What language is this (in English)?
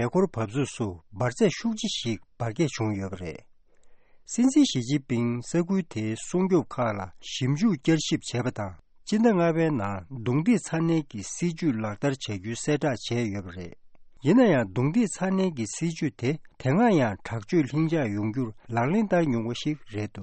Tibetan